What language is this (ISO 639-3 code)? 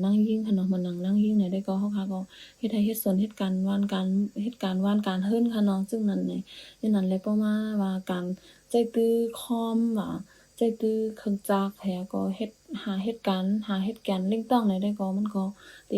shn